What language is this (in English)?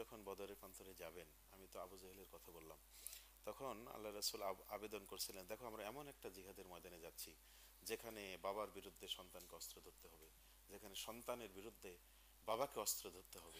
Bangla